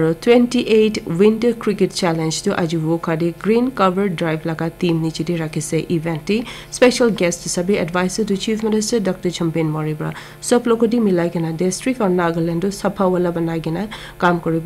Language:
Naga Pidgin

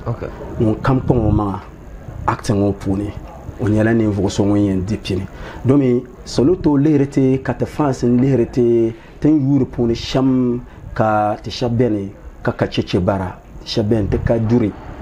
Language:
Dagbani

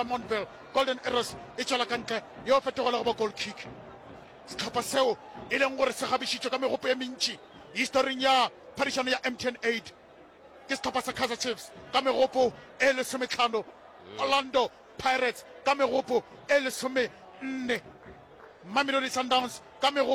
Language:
Northern Sotho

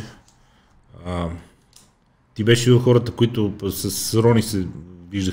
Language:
Bulgarian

